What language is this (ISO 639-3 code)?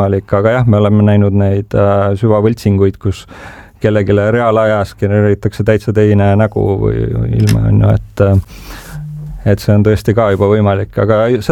est